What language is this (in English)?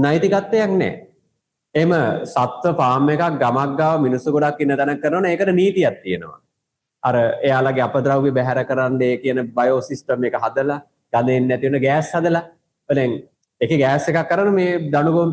Sinhala